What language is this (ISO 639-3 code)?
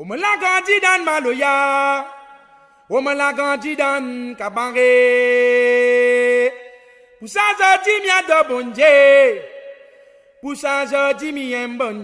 rcf